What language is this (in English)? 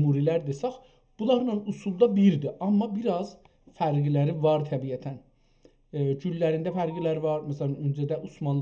South Azerbaijani